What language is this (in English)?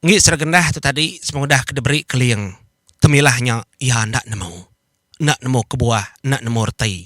Iban